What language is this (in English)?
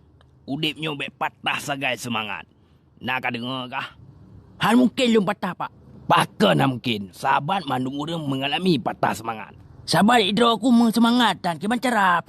Achinese